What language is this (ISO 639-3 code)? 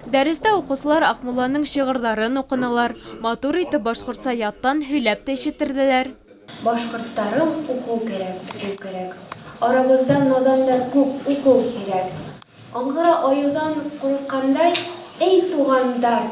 bak